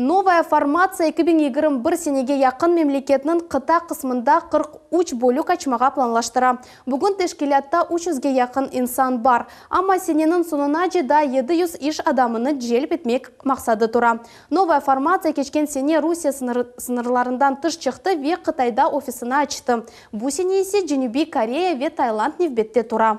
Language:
Crimean Tatar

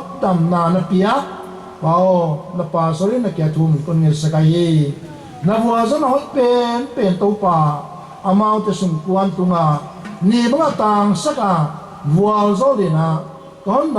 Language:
Paite Chin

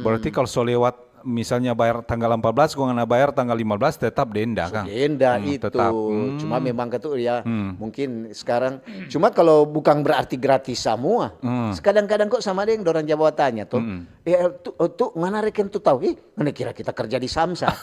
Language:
Manado Malay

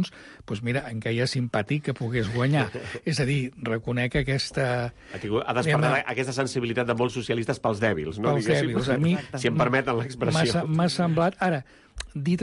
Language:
Catalan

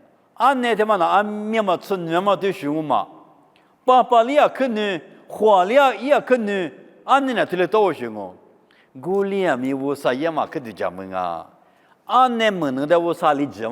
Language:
Lisu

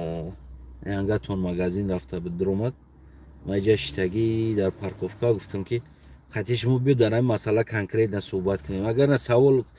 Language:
Tajik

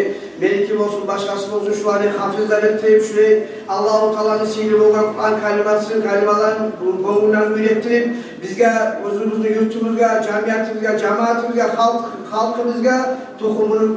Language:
Kumyk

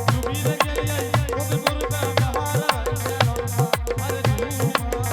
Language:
Angika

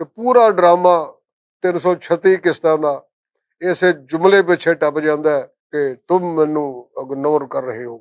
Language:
Western Panjabi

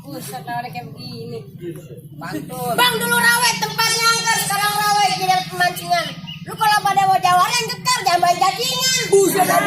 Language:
Betawi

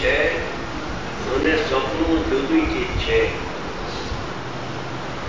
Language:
Gujarati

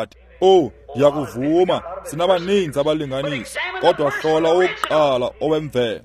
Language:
Xhosa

